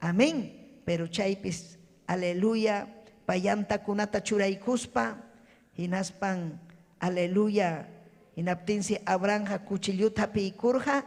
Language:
Ayacucho Quechua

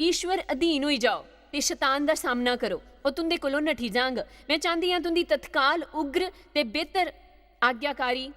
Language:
Dogri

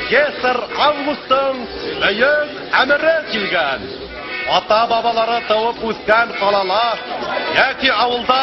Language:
Bashkir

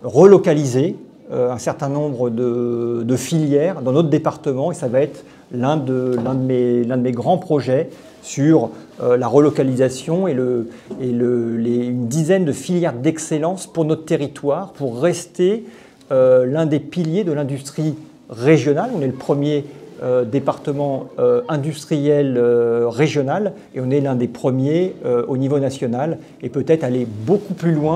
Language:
French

